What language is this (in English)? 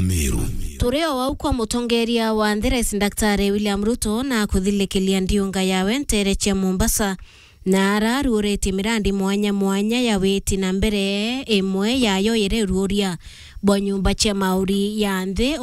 Meru